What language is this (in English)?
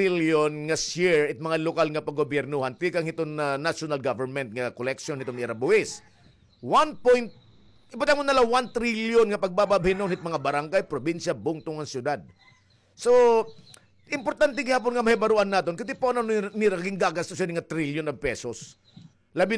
Waray